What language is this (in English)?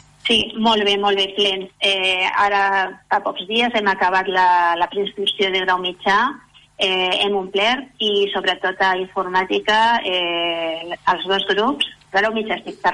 Catalan